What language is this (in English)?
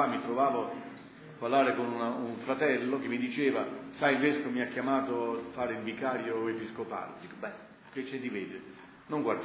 Italian